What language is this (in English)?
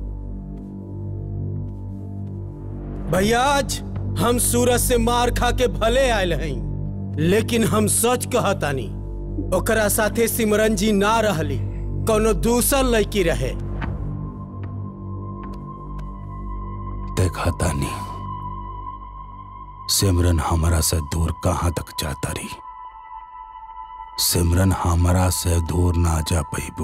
Bhojpuri